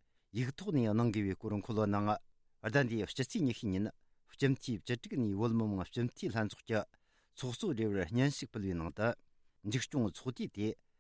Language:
Tibetan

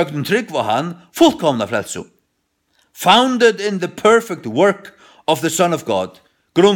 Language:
Faroese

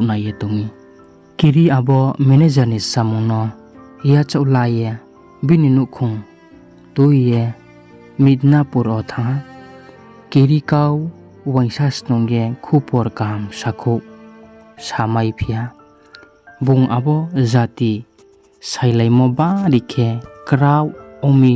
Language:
Riang (India)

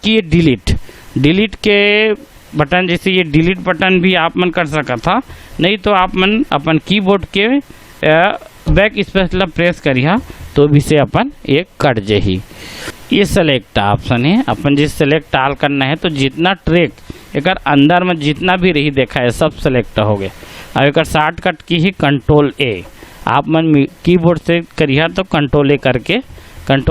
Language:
Chhattisgarhi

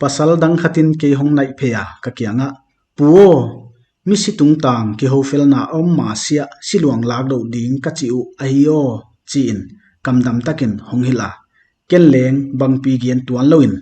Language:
Paite Chin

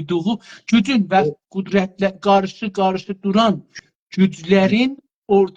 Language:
South Azerbaijani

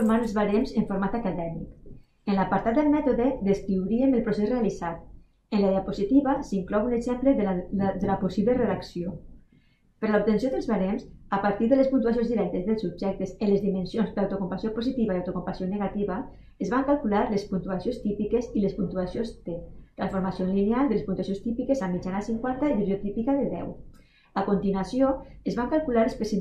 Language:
Catalan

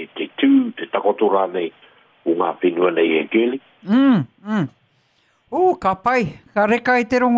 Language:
Māori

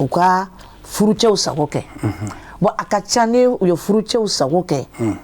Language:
Bambara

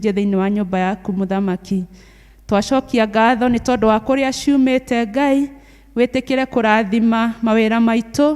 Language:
Kikuyu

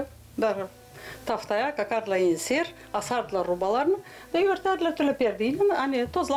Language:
Gagauz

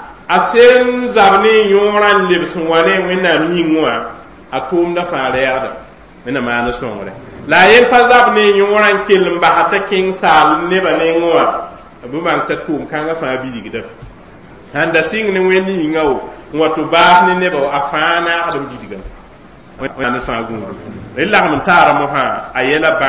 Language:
Mossi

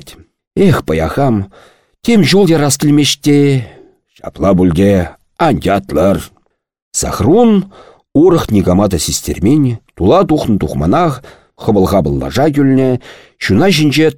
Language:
Chuvash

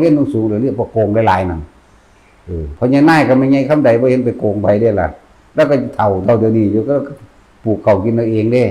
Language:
Northeastern Thai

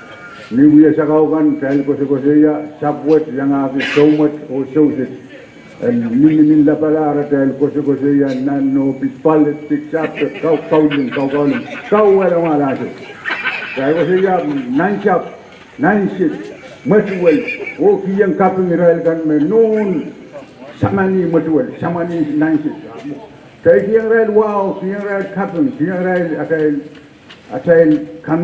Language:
Pohnpeian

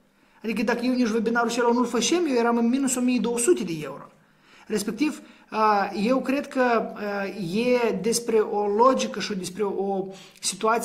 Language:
Romanian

